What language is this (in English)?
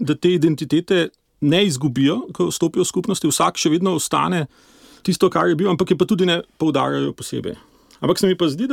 Slovenian